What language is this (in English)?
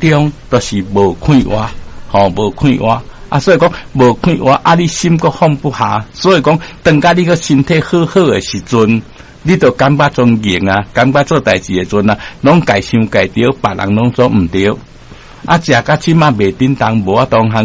Min Nan Chinese